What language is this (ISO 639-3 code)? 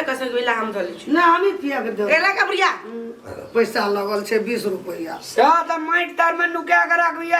mai